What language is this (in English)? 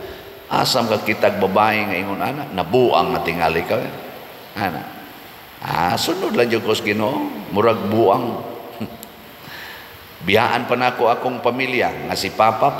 Cebuano